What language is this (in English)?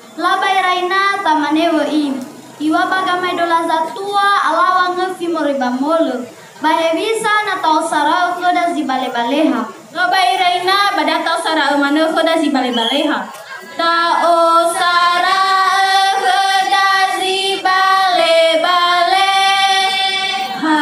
Nias